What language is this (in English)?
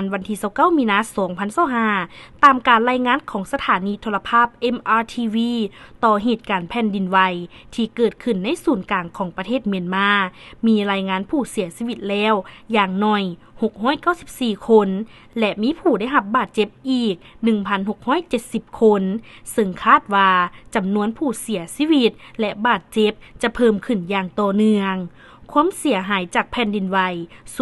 Lao